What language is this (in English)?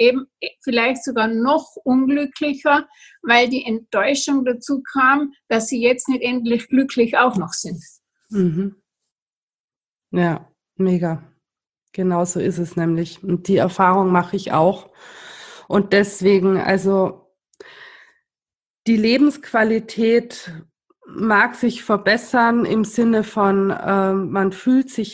German